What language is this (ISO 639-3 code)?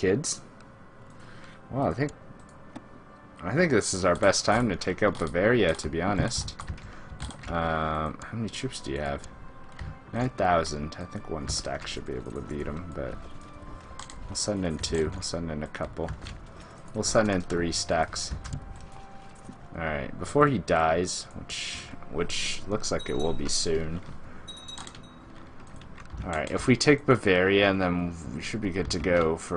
eng